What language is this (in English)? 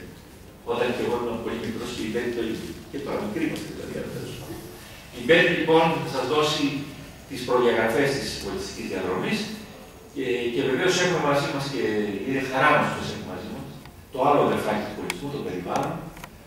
Greek